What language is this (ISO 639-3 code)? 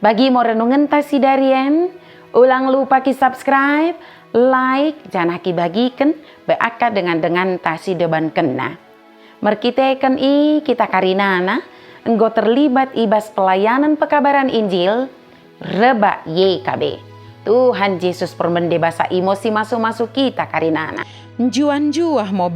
btd